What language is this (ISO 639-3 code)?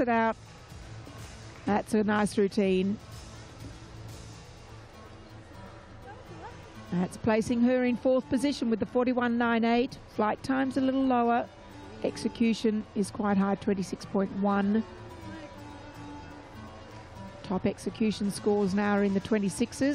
eng